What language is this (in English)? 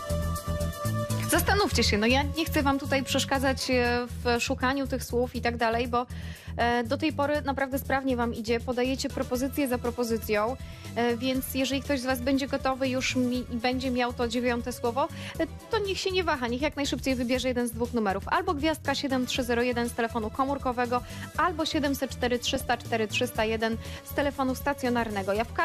Polish